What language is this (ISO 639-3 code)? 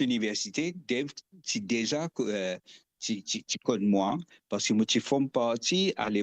mfe